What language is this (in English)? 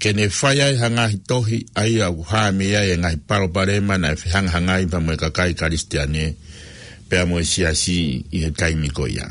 Tongan